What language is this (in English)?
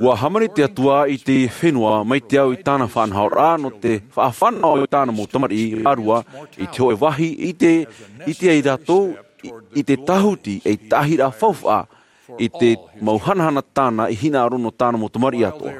Tahitian